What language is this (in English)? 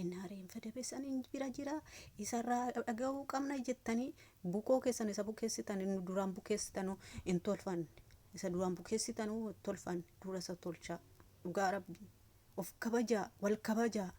Oromo